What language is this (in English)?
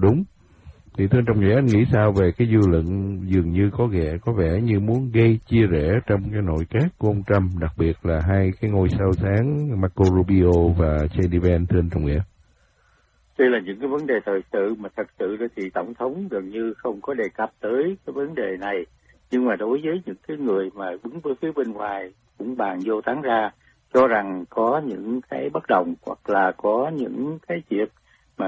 Vietnamese